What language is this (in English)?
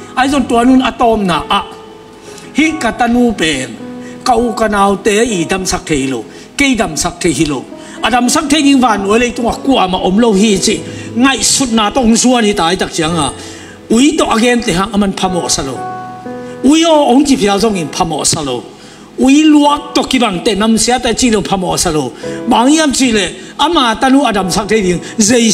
Tedim Chin